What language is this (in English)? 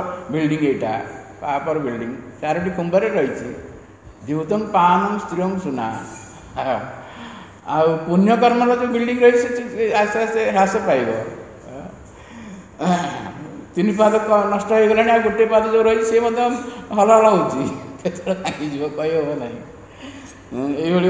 Odia